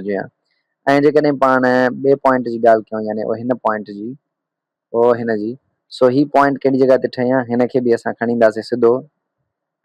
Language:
Sindhi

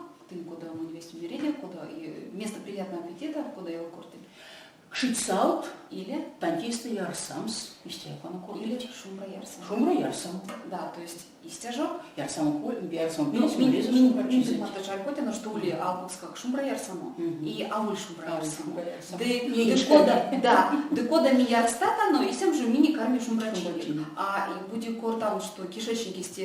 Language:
Erzya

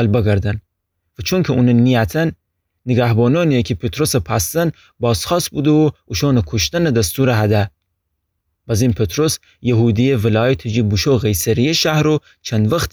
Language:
Gilaki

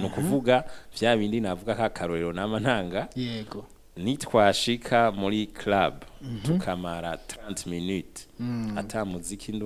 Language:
Rundi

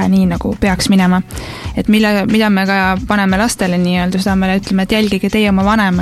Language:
Estonian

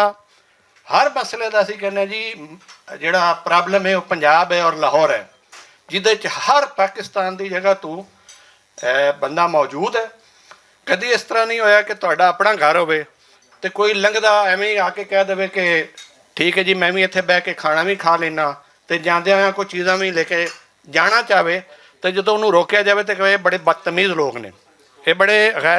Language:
Western Panjabi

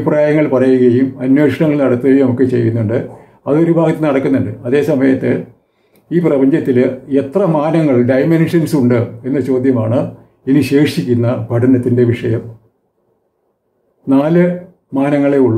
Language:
Malayalam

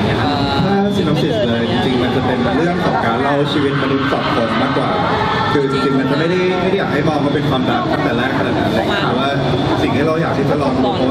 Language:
Thai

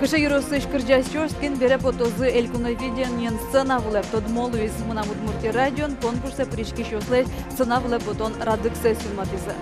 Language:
Udmurt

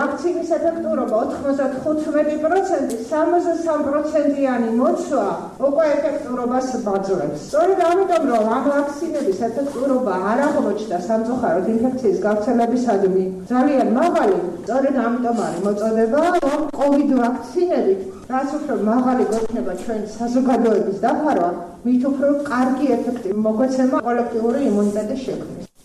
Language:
Georgian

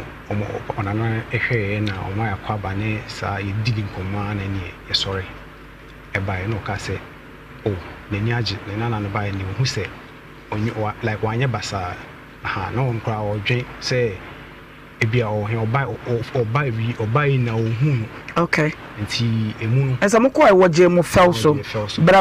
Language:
Akan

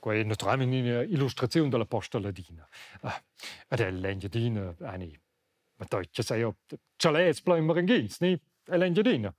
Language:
Romansh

